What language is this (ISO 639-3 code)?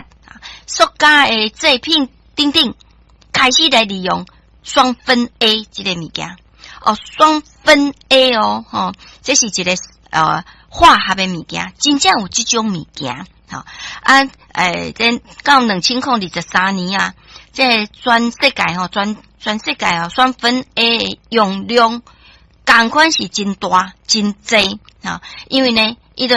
nan